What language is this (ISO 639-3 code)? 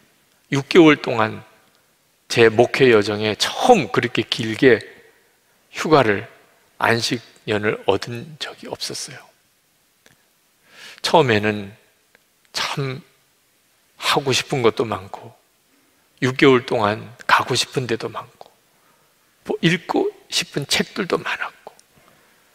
kor